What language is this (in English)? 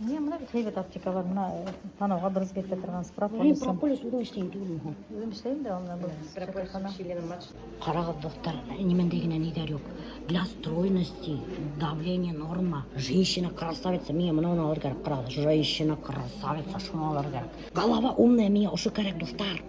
Bashkir